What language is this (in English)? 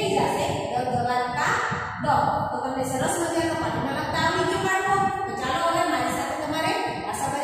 Gujarati